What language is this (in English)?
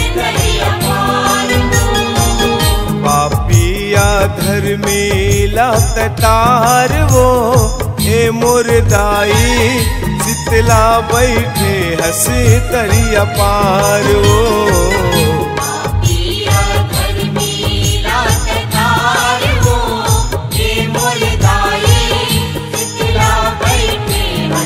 Chhattisgarhi